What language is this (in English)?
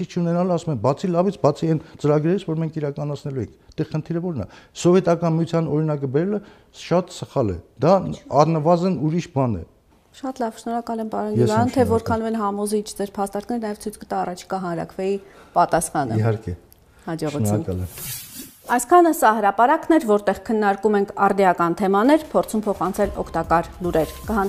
Armenian